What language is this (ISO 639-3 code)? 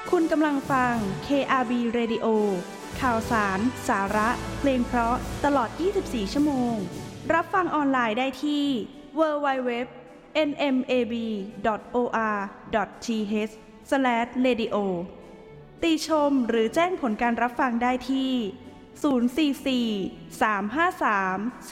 tha